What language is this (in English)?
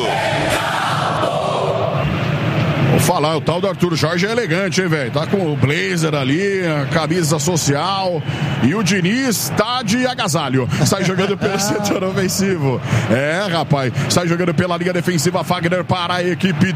Portuguese